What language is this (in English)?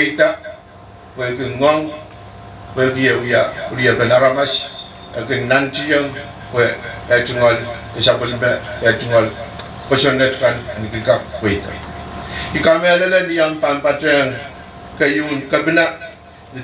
Pohnpeian